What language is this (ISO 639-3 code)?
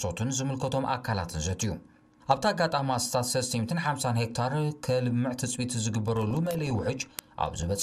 tir